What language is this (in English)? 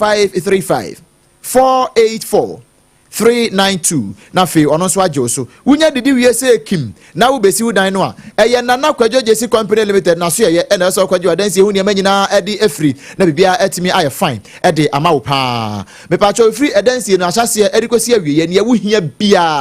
Akan